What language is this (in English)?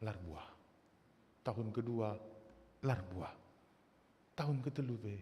Batak Karo